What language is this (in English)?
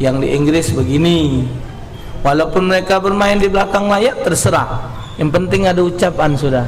Musi